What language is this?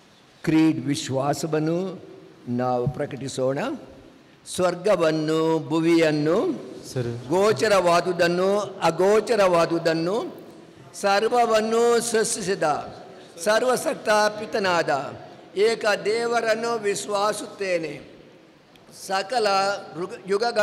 Kannada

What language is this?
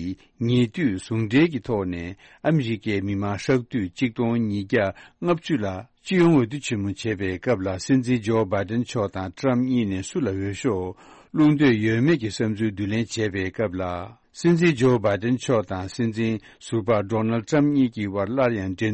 Tibetan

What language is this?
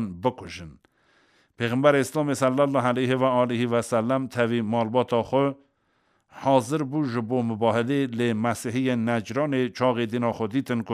Kurdish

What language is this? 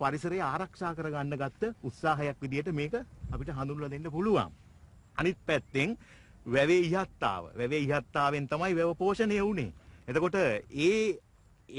Sinhala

